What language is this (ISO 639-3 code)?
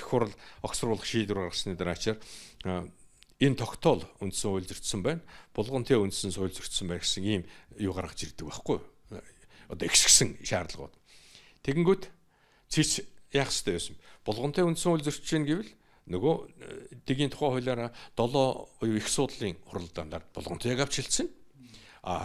mon